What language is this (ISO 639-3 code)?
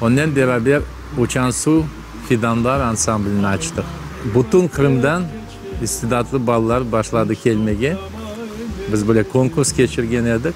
crh